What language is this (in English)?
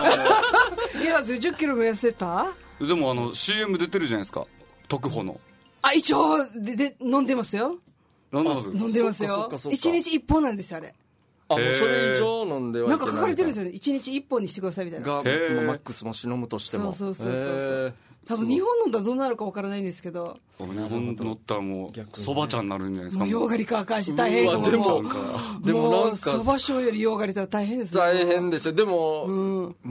Japanese